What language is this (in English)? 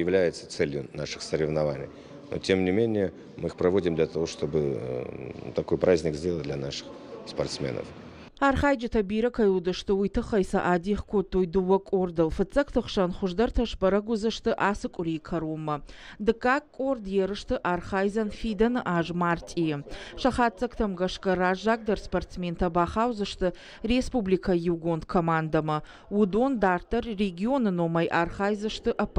Ossetic